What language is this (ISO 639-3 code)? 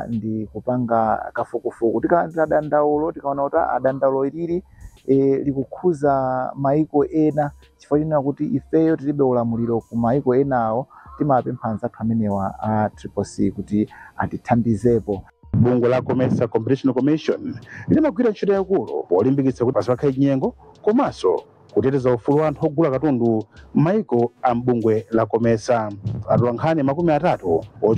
nya